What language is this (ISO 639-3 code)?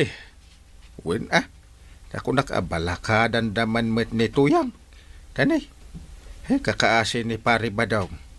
ilo